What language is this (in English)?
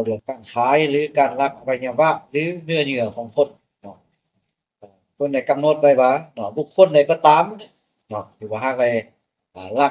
Lao